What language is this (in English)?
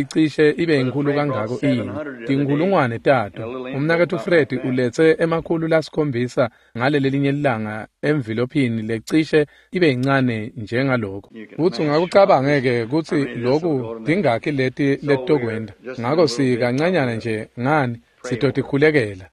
Swati